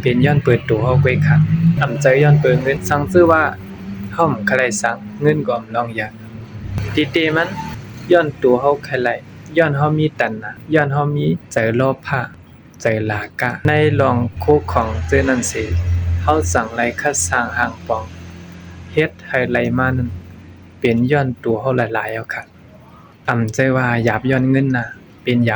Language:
Shan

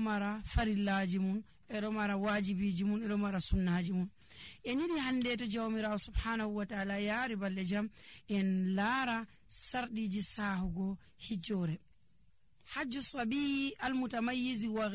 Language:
Nigerian Fulfulde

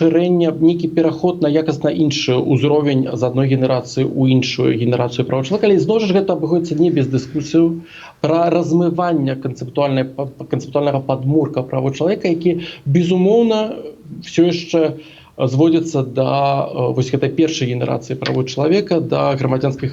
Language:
Belarusian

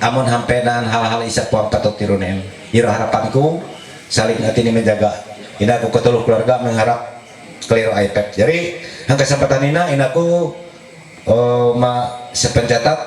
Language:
Ma'anyan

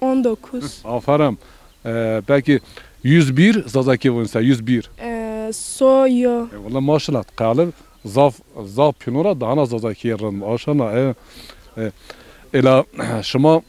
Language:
Zaza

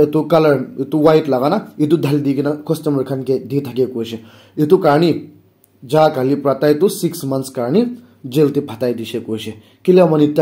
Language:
Naga Pidgin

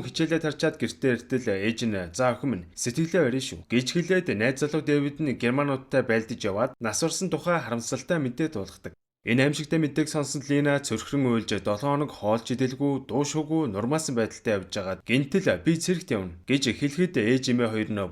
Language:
Mongolian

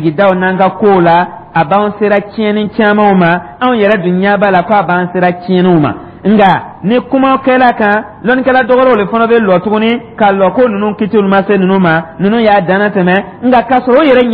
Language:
Dyula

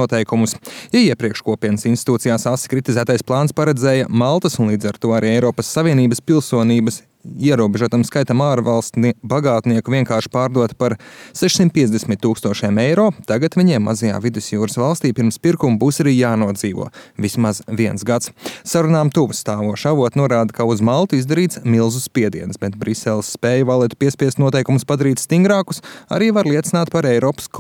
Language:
Latvian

